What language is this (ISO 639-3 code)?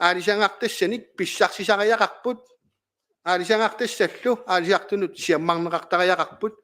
kal